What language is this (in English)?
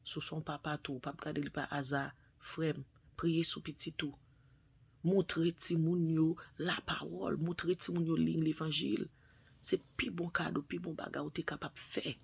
Haitian Creole